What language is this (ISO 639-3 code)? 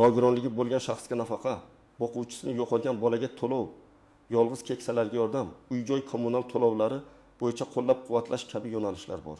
uzb